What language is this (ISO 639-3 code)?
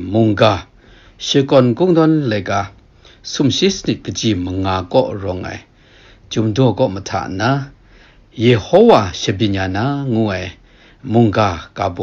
kac